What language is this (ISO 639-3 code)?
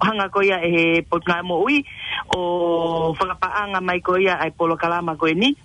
ton